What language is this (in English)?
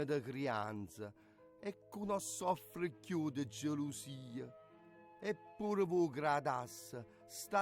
Neapolitan